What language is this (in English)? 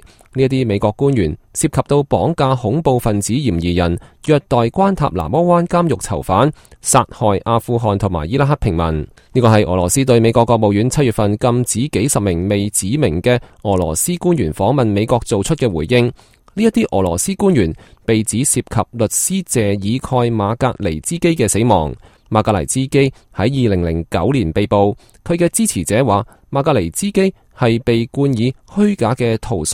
Cantonese